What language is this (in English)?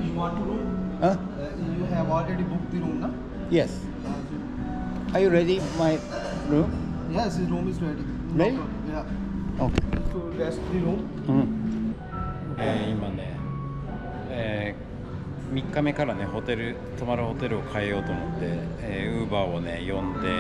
Japanese